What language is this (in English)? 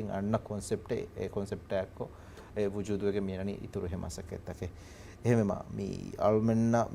Divehi